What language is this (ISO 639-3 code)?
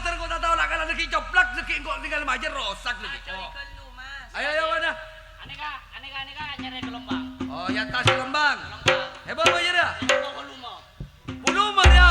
mad